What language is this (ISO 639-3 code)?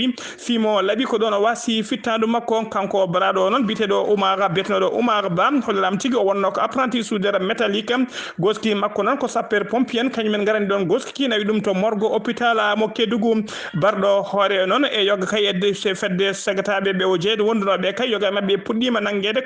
ful